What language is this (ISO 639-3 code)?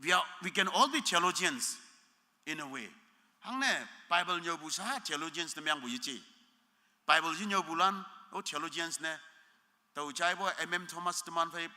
nbe